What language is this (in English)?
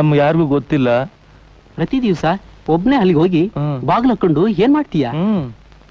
Kannada